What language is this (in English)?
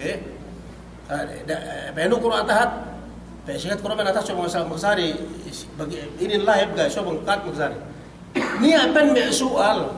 Yakan